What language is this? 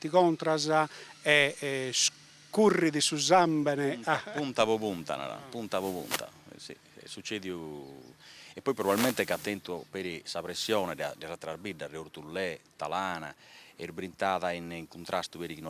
Sardinian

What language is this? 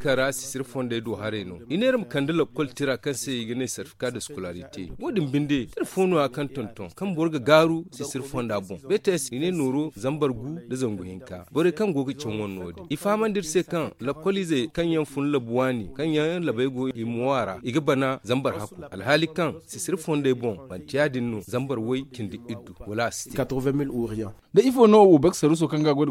Zarma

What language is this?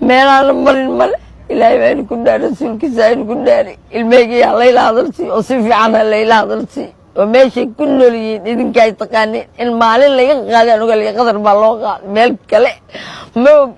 Somali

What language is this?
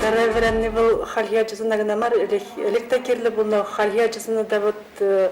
Chuvash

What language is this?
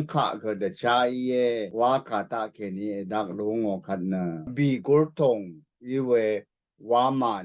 Rawang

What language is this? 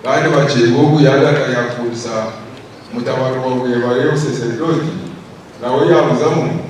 Nyankole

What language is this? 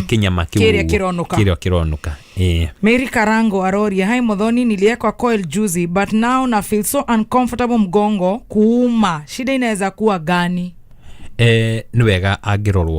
Kikuyu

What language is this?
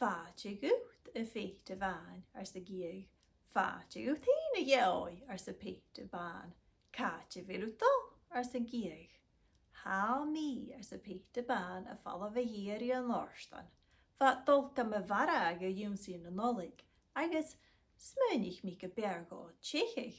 Scottish Gaelic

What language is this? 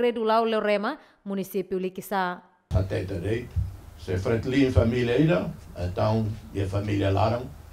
Tetum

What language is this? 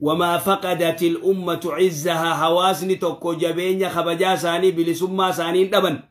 Oromo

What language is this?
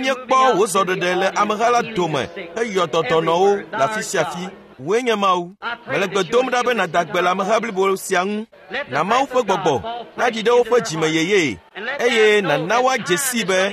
Ewe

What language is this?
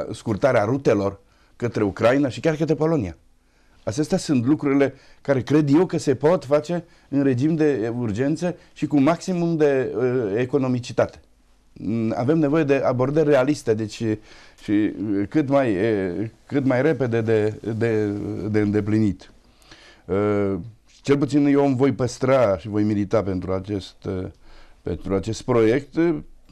Romanian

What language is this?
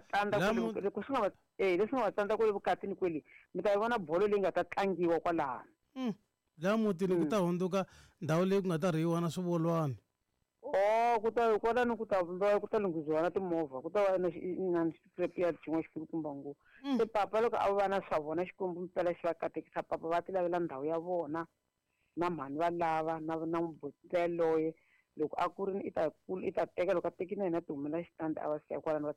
Tsonga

